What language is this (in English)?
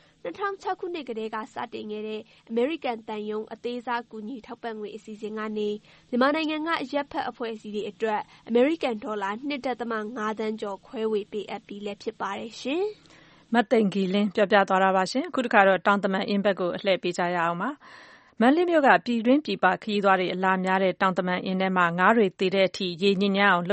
Burmese